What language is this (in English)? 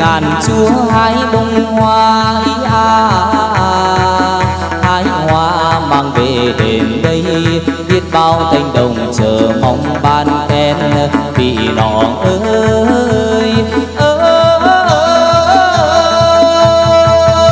Vietnamese